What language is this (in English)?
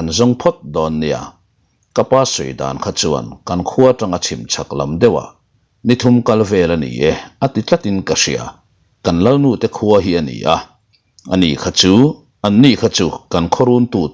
Mizo